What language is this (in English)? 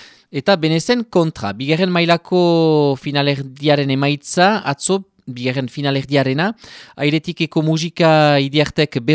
Basque